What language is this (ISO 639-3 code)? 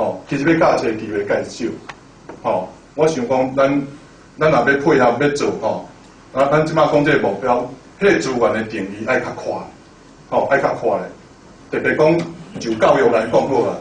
nan